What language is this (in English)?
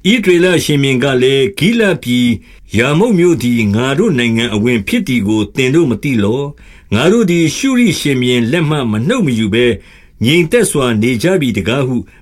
Burmese